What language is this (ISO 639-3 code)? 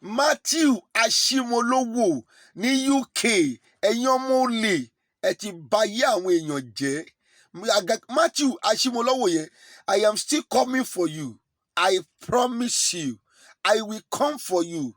yor